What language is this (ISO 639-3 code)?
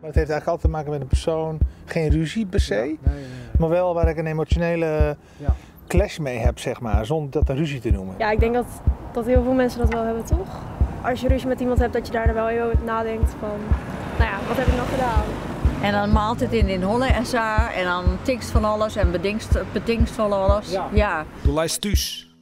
fry